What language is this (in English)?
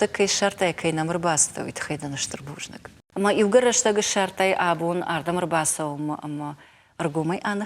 Ossetic